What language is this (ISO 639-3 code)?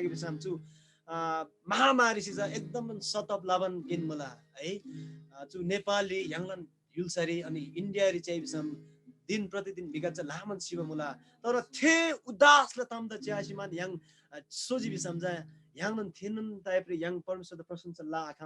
taj